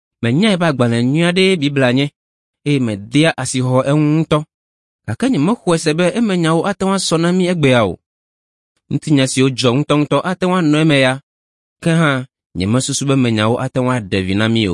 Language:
Ewe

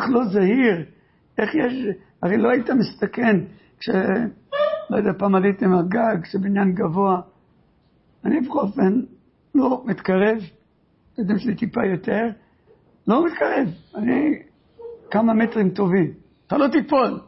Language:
Hebrew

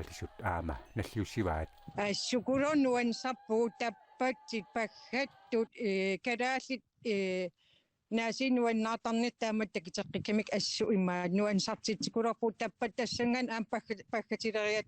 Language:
Kalaallisut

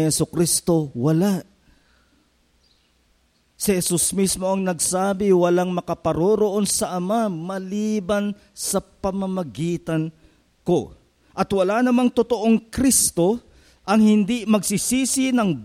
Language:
Filipino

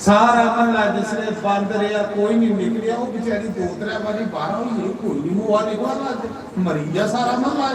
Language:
Dogri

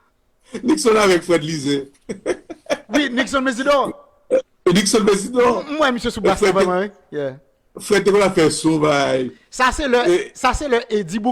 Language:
Haitian Creole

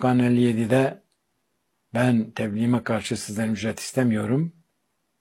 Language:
Turkish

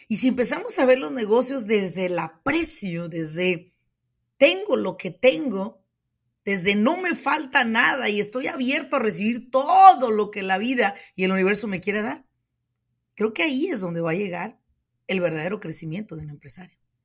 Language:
Spanish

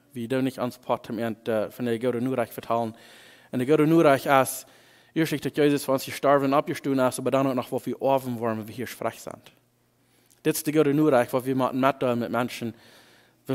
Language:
Plautdietsch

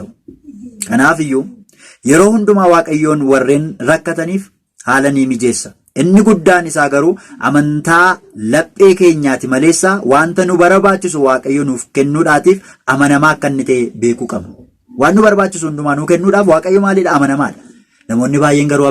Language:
Oromo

